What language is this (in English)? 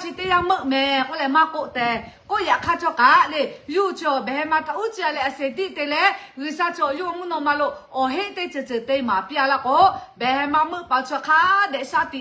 Lahu